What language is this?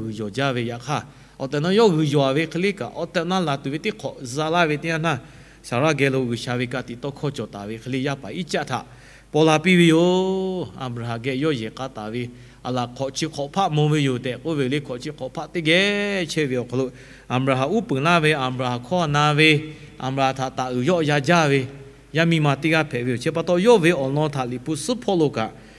Lahu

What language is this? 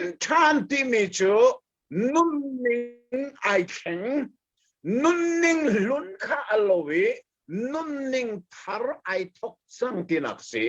Hakha Chin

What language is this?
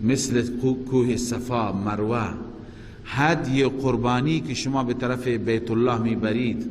Persian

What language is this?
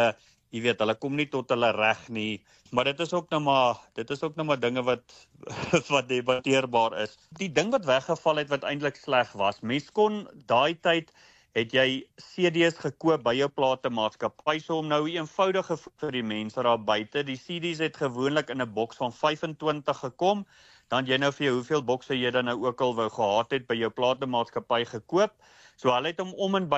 Afrikaans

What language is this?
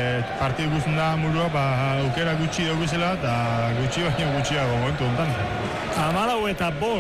Basque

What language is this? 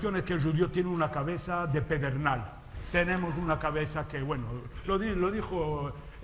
Ladino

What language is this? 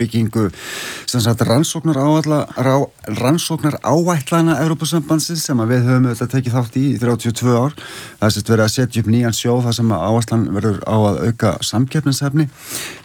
Icelandic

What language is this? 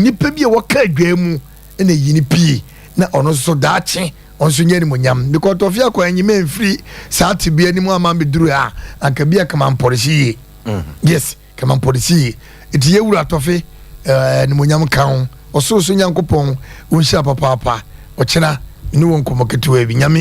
Akan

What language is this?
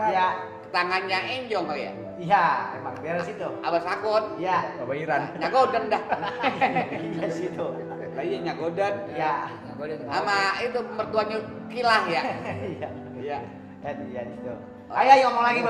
Betawi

